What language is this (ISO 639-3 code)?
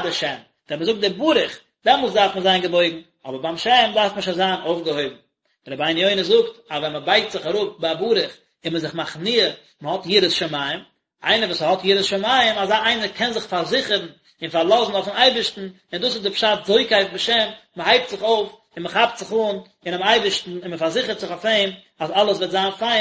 yid